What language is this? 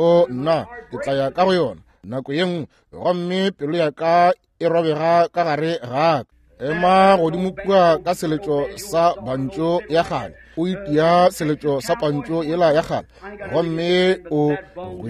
Northern Sotho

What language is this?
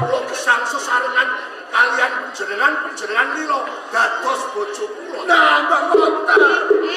Javanese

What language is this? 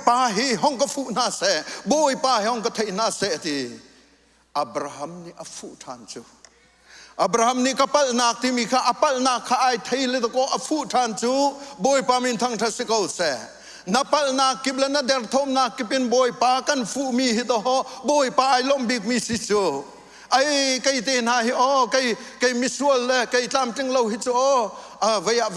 Hakha Chin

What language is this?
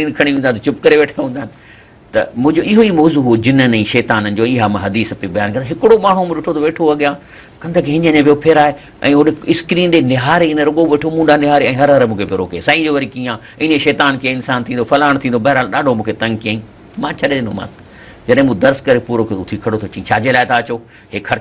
Sindhi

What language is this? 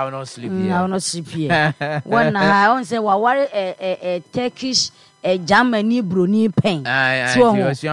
Akan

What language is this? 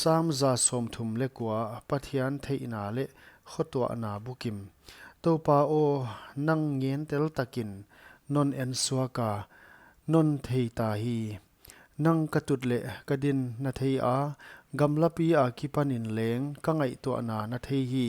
Paite Chin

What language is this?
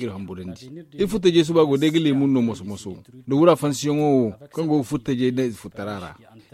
Zarma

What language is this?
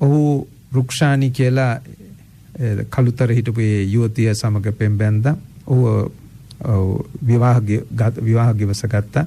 Sinhala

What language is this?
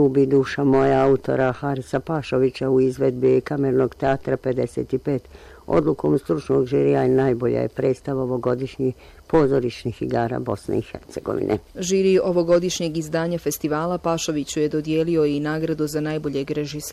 Bosnian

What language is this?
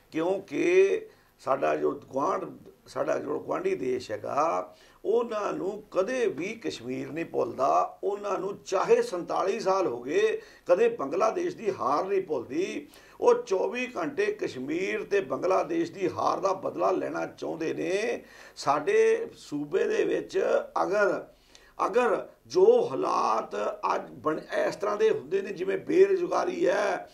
Punjabi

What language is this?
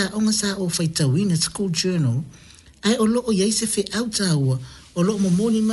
Samoan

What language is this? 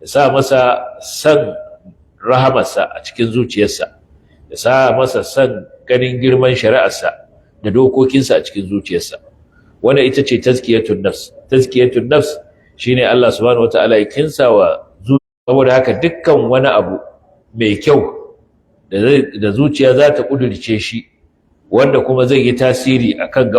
Hausa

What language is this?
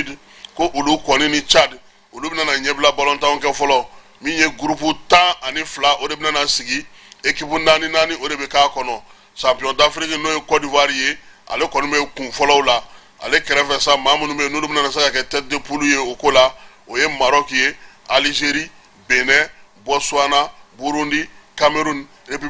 Bambara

